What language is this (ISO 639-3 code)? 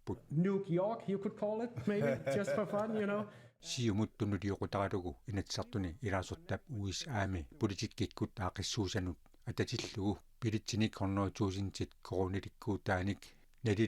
kal